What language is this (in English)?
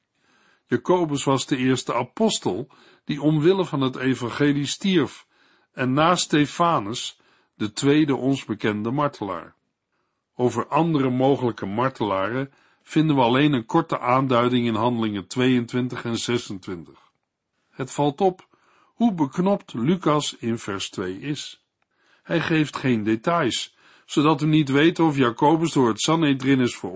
Dutch